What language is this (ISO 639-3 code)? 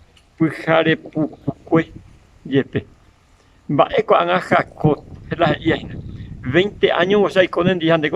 grn